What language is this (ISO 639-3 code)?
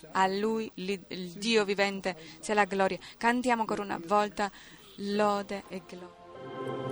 ita